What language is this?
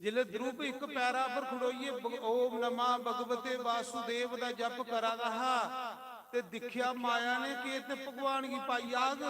Dogri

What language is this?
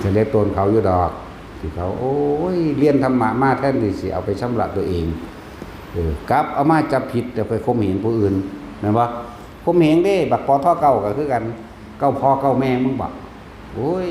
Northeastern Thai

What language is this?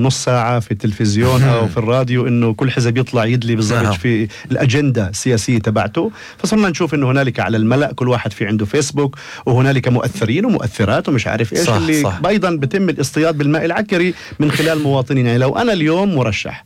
North Levantine Arabic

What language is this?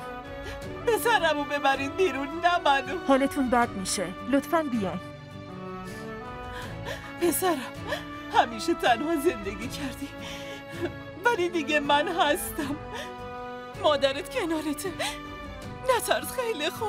Persian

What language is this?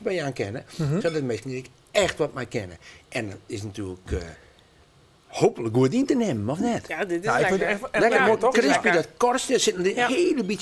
Western Frisian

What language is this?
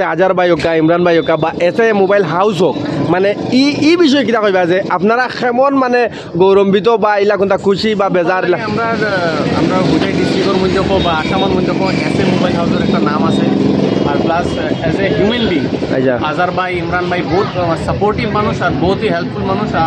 Sylheti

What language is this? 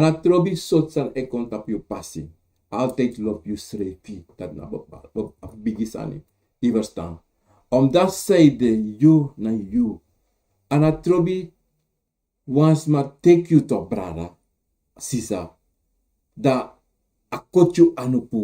Sranan Tongo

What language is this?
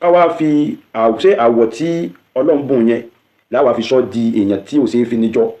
Yoruba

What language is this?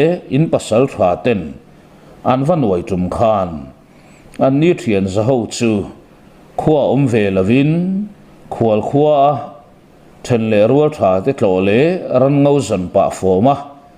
Mizo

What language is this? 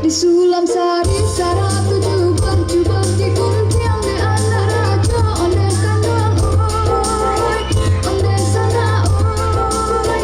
Minangkabau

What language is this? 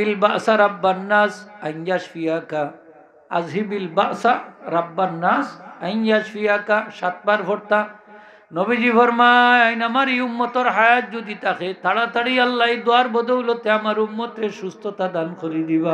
Sylheti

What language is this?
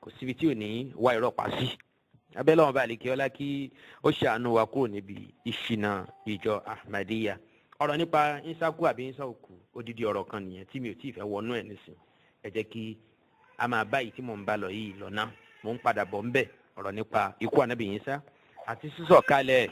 Yoruba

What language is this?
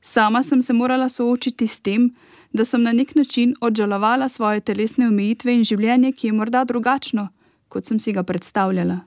Slovenian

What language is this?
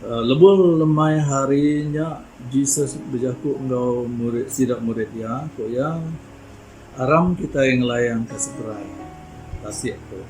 Iban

